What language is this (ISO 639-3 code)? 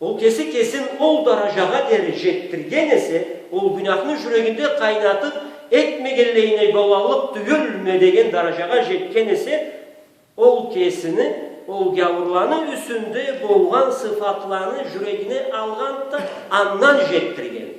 krc